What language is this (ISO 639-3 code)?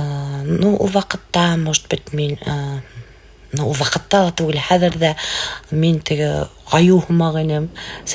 bak